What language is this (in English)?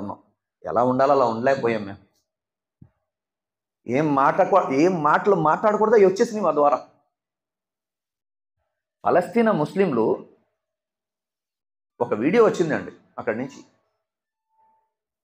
Telugu